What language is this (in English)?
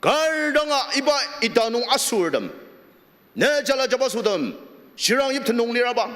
Ao Naga